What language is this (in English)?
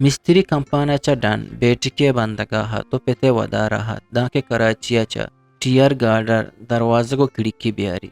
Eastern Balochi